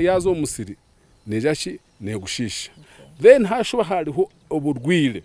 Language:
Nyankole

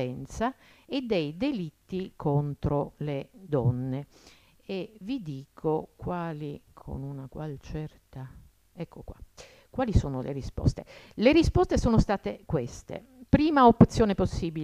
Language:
Italian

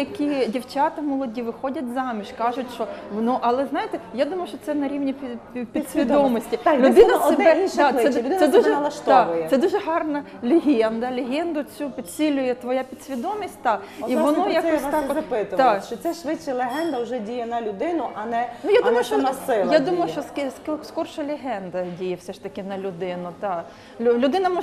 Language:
Ukrainian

